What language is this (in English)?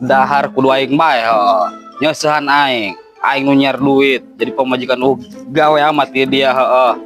Sundanese